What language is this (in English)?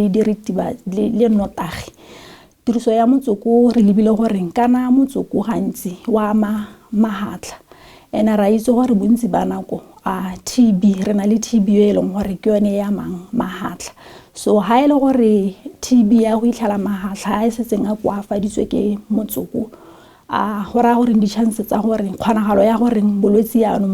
Tswana